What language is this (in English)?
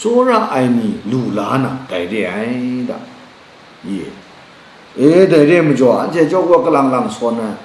Kachin